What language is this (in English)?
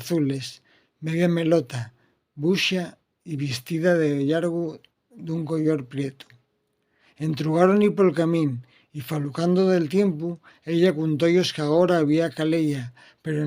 Asturian